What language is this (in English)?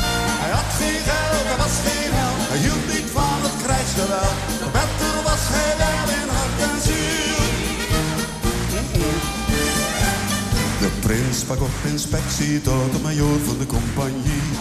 Dutch